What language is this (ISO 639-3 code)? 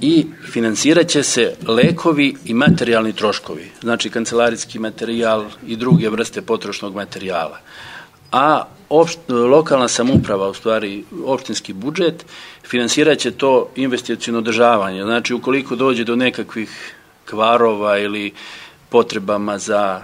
srp